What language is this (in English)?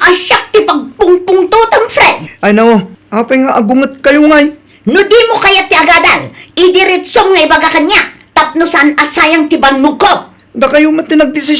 Iloko